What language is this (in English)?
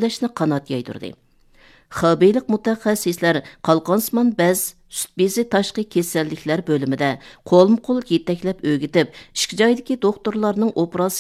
Uyghur